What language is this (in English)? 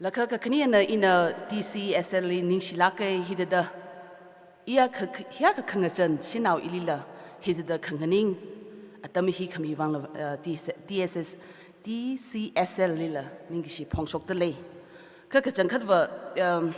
Tangkhul Naga (India)